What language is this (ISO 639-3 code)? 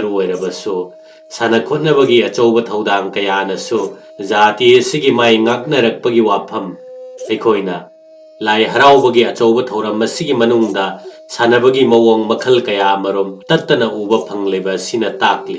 mni